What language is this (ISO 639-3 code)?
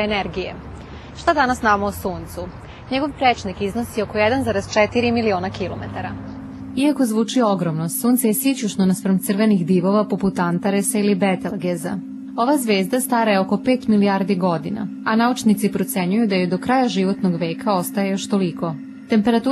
srp